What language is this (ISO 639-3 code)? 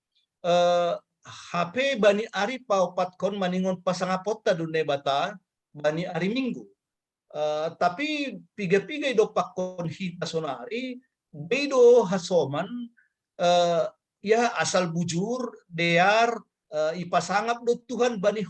bts